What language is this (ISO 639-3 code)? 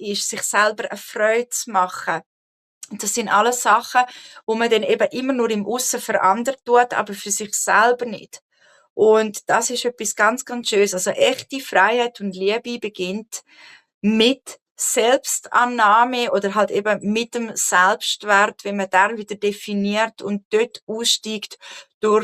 gsw